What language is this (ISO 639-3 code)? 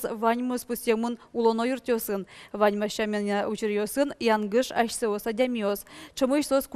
udm